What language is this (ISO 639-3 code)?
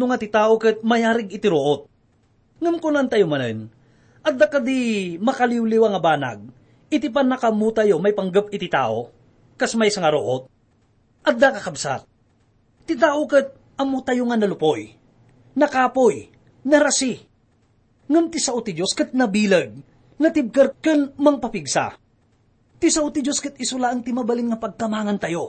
ilo